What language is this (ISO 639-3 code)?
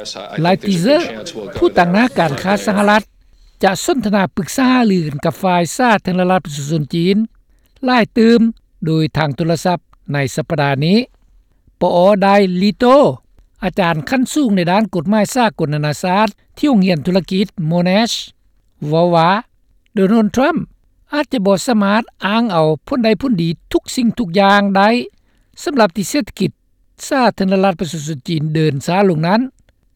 lao